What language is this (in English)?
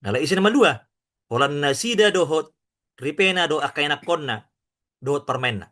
Batak Toba